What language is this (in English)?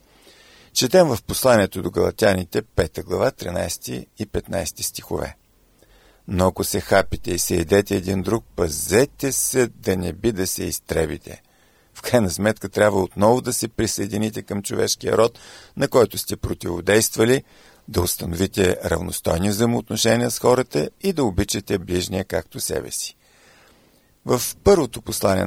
Bulgarian